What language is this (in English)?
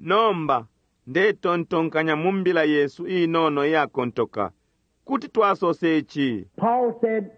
Bemba